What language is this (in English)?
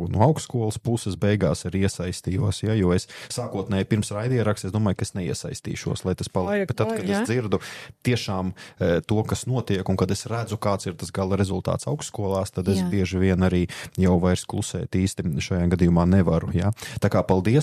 Latvian